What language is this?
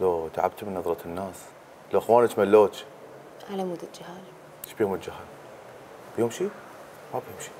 Mesopotamian Arabic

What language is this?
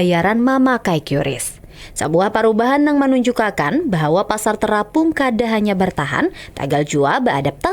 Banjar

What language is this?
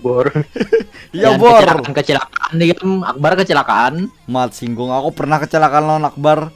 Banjar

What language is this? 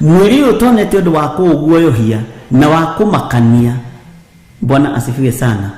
Kikuyu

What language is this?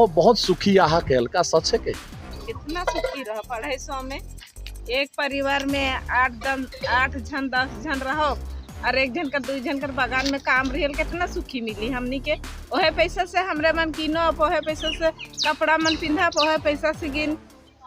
Sadri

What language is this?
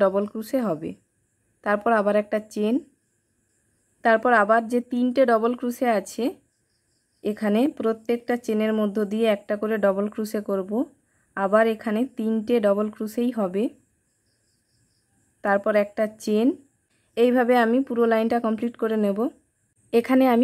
Bangla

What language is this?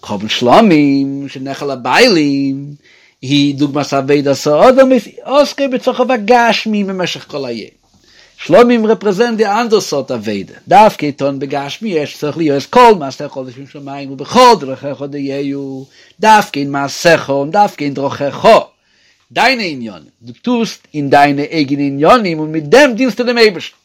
Yiddish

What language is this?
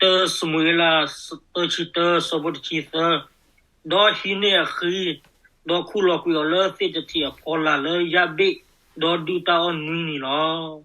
S'gaw Karen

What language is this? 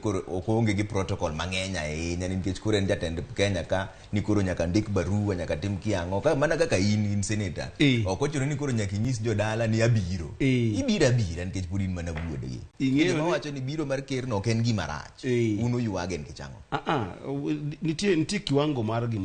Luo (Kenya and Tanzania)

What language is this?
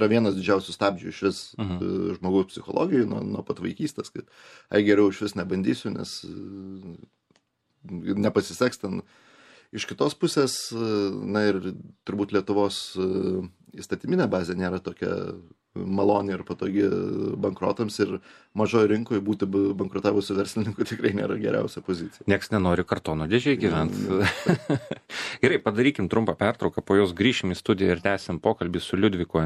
Lithuanian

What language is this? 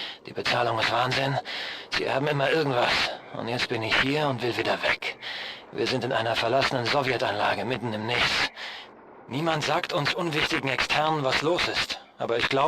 Swiss German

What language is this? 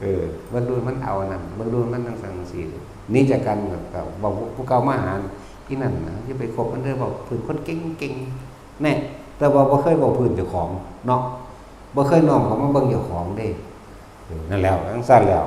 Northeastern Thai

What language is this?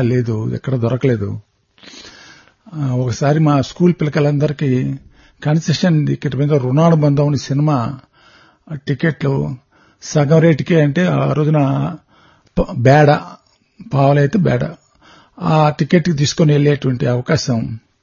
Telugu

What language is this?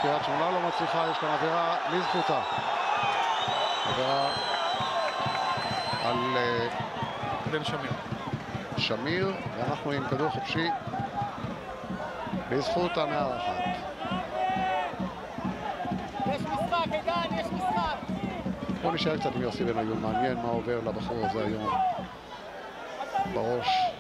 Hebrew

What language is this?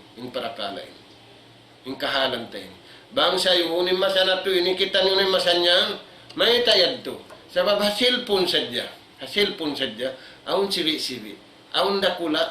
Tausug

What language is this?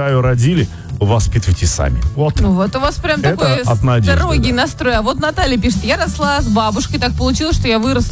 Russian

